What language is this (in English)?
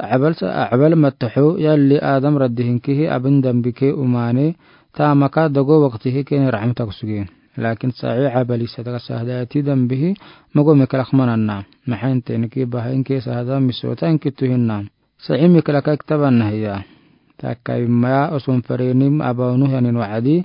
Afar